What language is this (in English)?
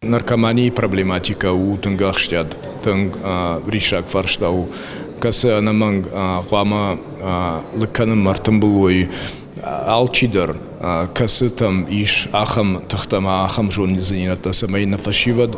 Ossetic